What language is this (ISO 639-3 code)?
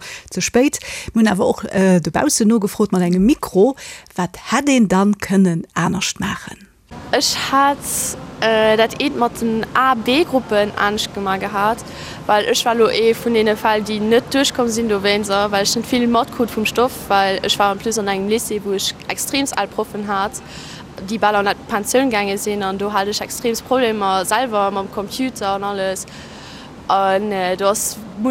ltz